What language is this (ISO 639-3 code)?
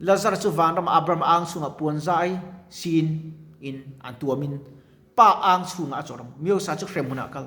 lus